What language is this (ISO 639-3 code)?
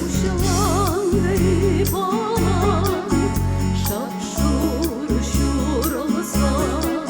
chv